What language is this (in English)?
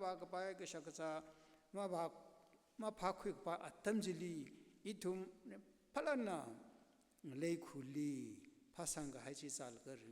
Tangkhul Naga (India)